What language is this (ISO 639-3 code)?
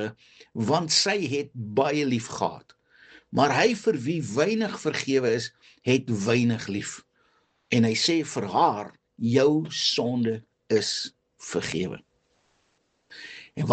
afr